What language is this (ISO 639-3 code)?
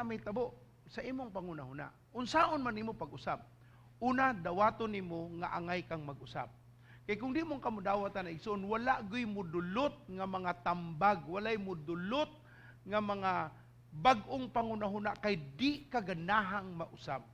ceb